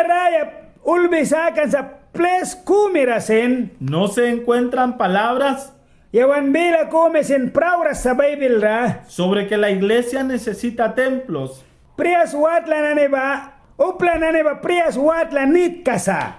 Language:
Mískito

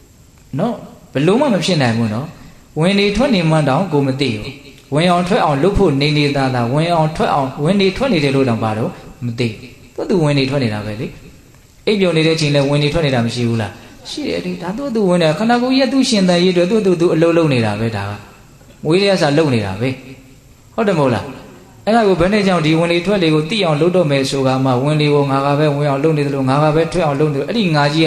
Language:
Burmese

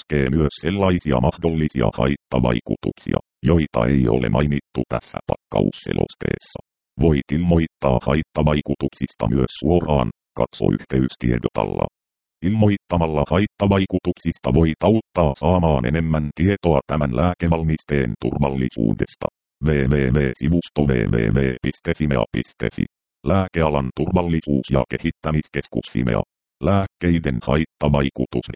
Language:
Finnish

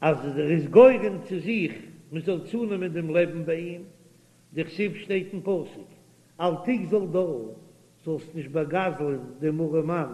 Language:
Yiddish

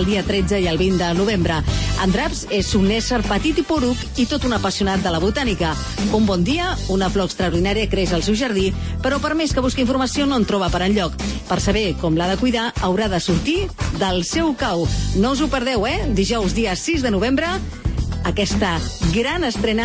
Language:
Catalan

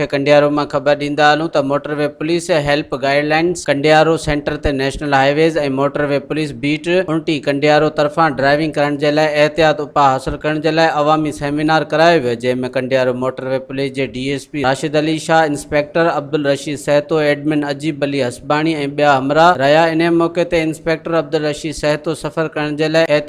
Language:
Sindhi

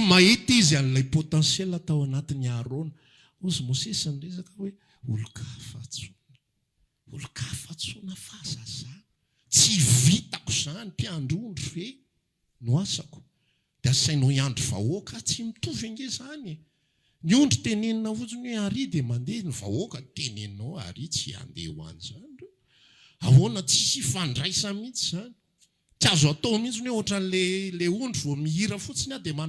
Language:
Malagasy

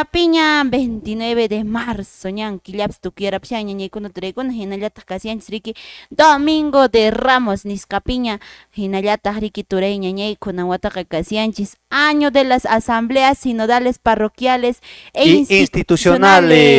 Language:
Quechua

